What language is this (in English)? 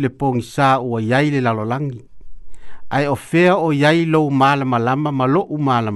Samoan